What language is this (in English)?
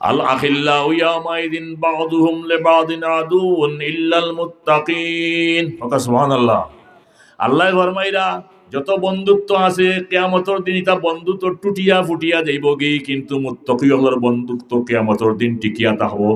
Sylheti